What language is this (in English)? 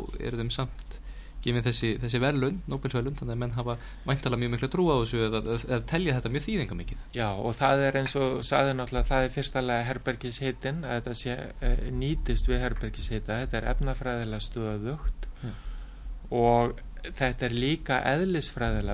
Icelandic